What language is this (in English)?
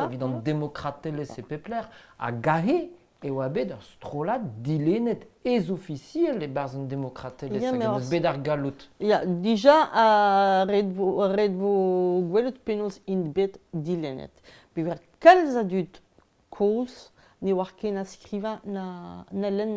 Breton